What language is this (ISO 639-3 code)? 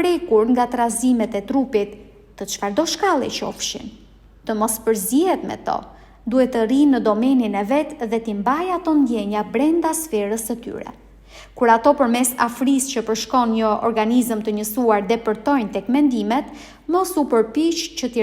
sqi